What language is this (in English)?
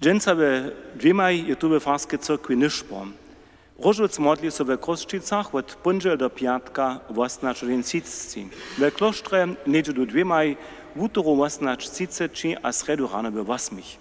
Upper Sorbian